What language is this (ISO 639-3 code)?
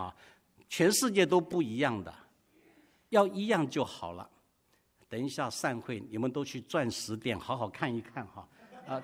zho